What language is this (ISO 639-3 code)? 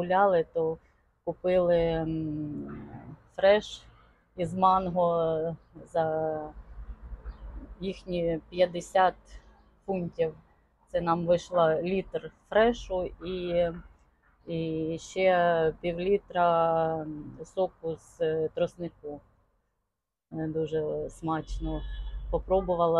ukr